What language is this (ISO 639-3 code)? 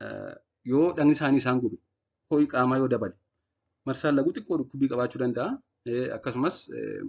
orm